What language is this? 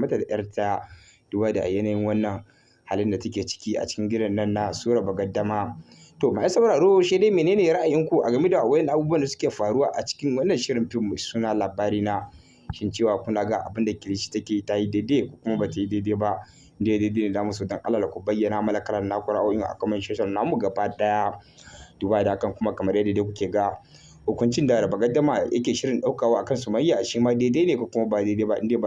Hausa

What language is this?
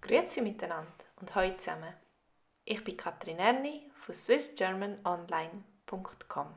Swiss German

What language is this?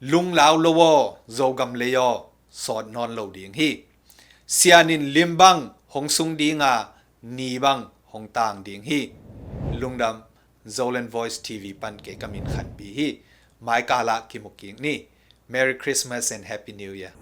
Tedim Chin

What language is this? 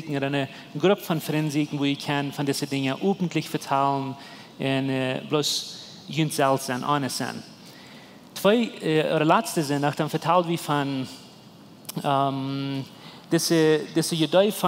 Plautdietsch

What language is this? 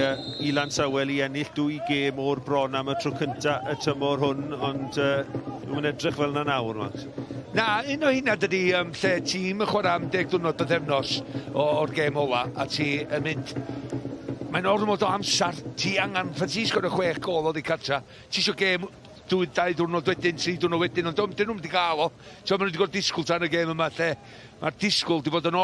Welsh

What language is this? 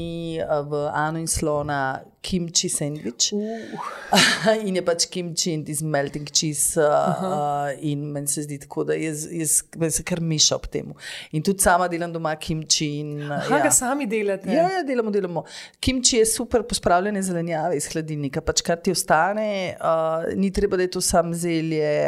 Slovenian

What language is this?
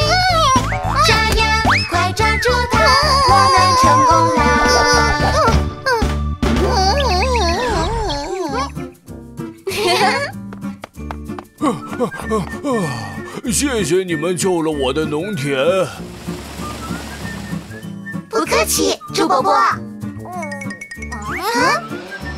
Chinese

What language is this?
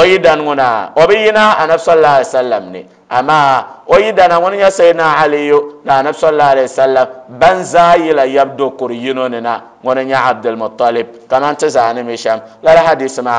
Dagbani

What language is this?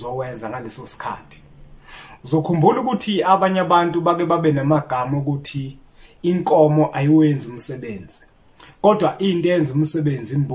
Zulu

